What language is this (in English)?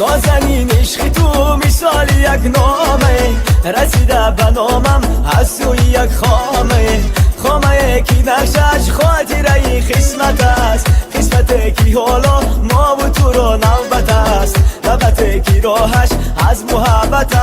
Tajik